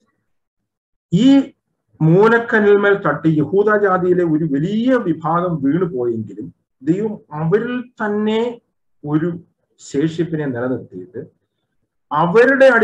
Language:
Malayalam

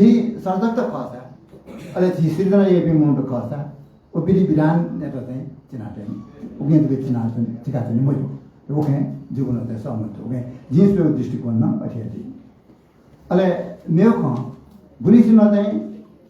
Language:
Newari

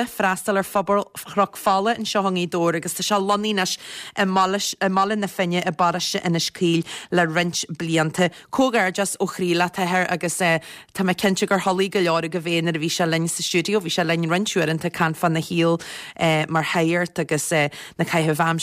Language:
Irish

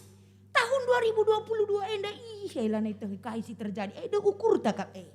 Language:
Batak Karo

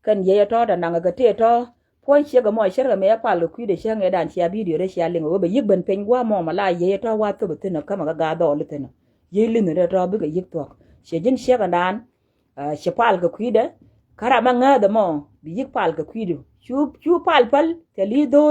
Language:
Nuer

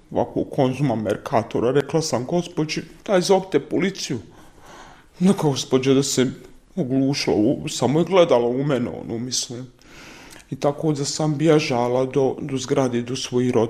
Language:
Bosnian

